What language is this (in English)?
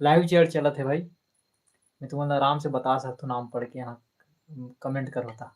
Chhattisgarhi